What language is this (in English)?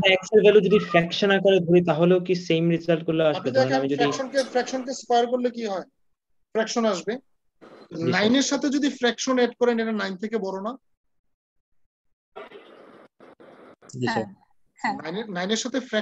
Bangla